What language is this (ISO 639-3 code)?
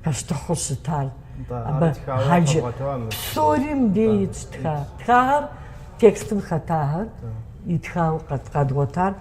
kbd